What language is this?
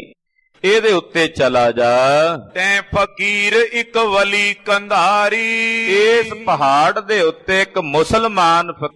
Punjabi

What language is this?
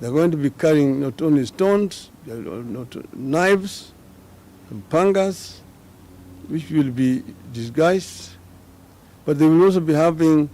Kamba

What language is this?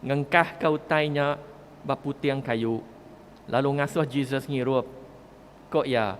Iban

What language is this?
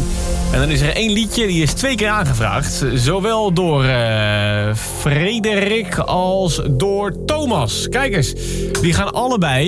Dutch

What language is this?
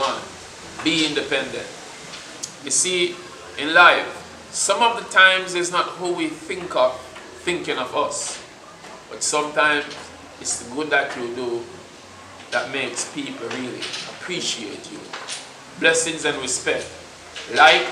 Jamaican Creole English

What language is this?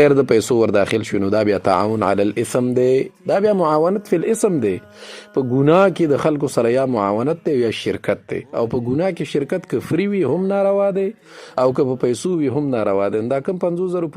Pashto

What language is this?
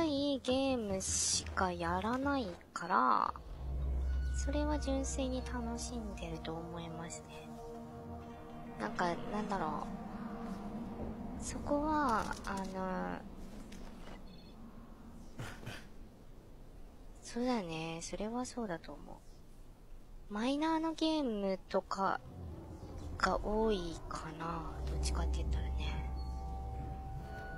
Japanese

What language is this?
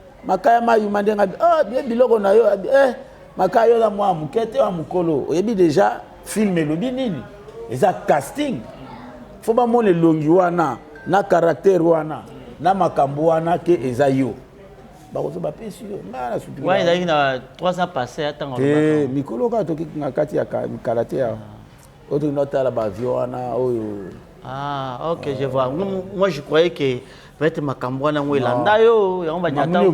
Lingala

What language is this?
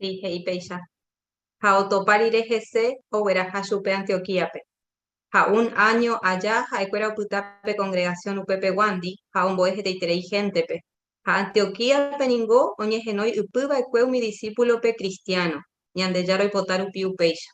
Guarani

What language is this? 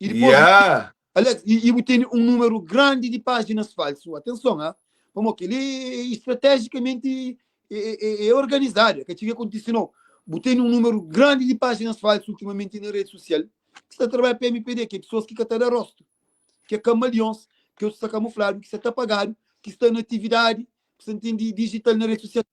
Kabuverdianu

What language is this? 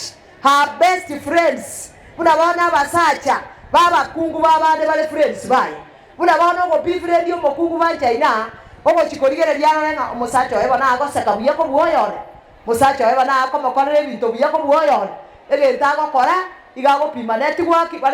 Gusii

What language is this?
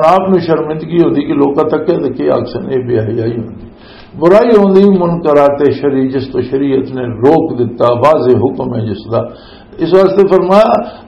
Western Panjabi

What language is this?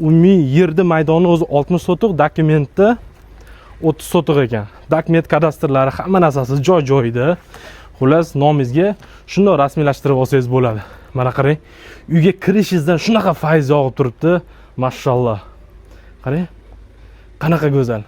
Uzbek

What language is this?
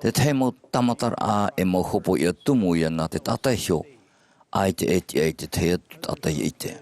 Tahitian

